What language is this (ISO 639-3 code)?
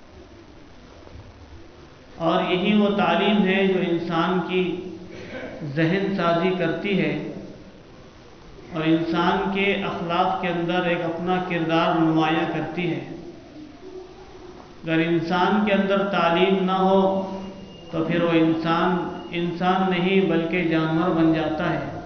urd